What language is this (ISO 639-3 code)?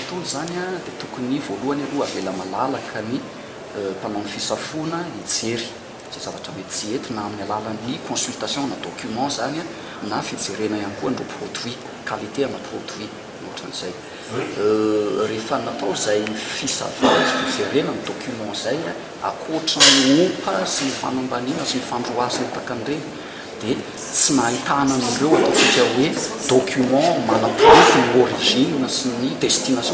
mlg